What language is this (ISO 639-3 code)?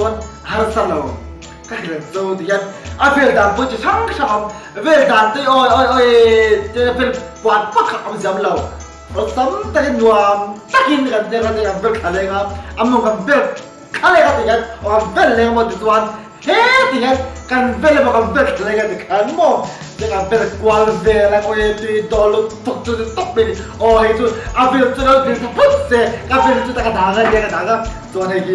lus